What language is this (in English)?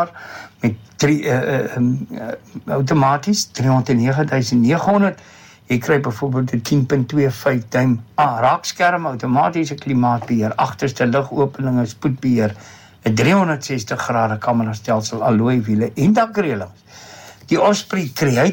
Afrikaans